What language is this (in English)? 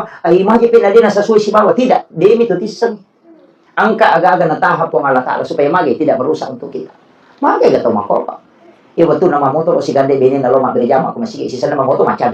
Buginese